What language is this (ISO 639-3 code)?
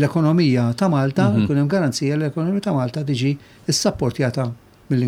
mlt